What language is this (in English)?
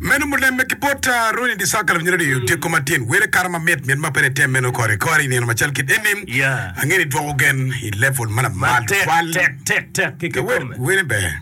Acoli